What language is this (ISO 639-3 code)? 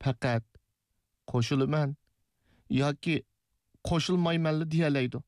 uig